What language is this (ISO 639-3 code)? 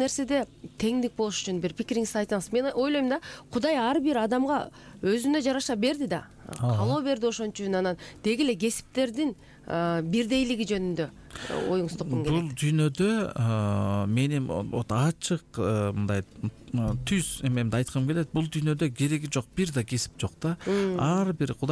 kir